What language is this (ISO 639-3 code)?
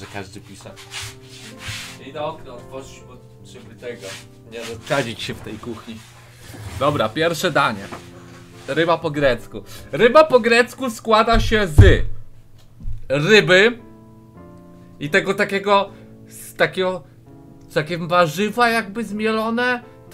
pol